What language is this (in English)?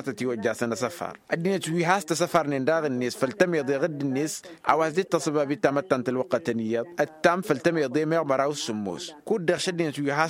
Tamasheq